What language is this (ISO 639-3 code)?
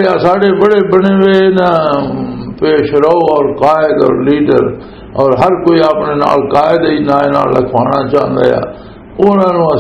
lah